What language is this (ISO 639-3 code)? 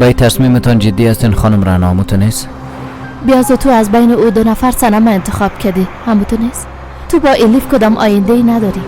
fas